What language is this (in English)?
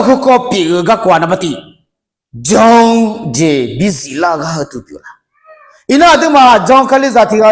Akha